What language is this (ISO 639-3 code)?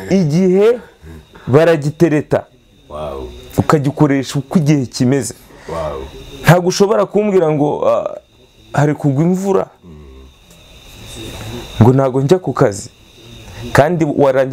kin